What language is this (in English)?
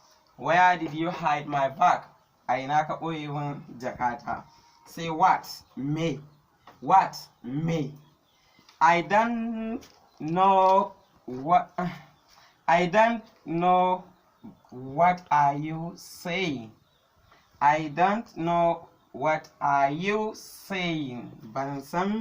Hausa